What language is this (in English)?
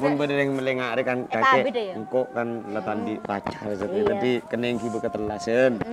Madurese